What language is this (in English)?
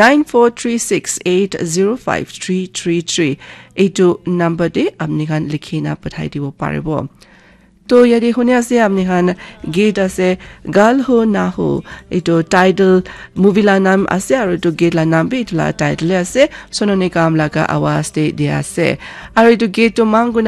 Naga Pidgin